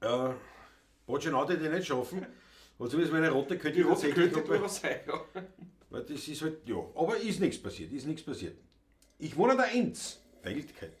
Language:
Bavarian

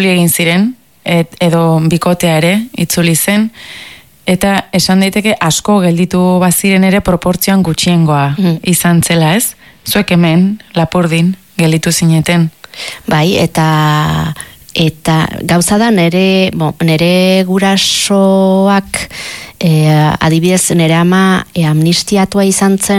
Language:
Basque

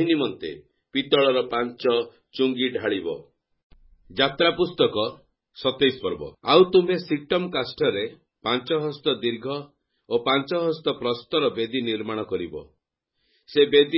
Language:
Odia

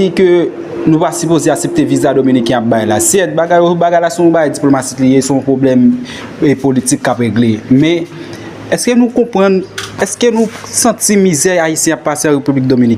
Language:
Haitian Creole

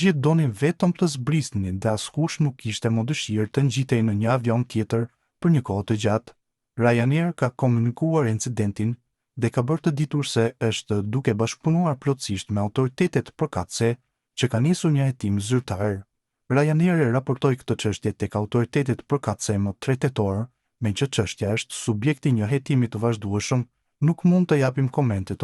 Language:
Albanian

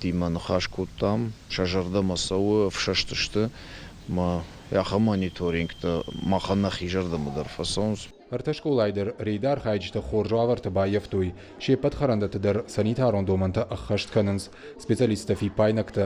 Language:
Ossetic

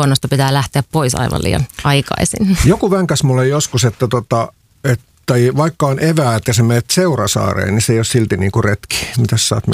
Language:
Finnish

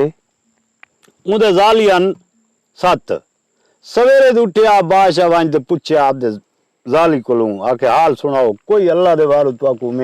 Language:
Saraiki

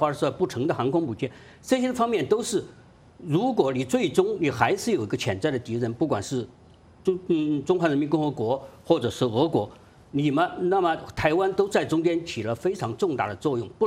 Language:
Chinese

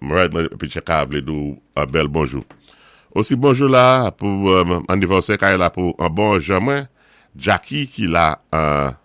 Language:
Saint Lucian Creole French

